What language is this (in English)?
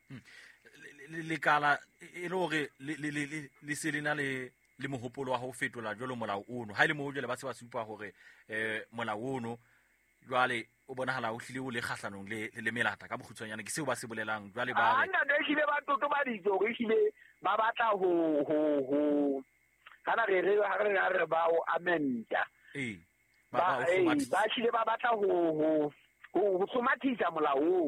Southern Sotho